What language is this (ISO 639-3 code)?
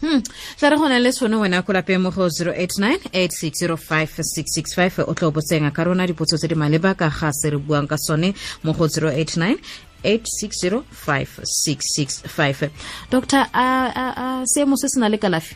tsn